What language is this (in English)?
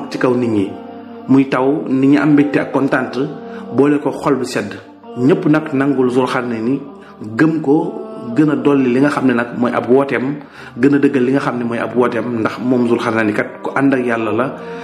Wolof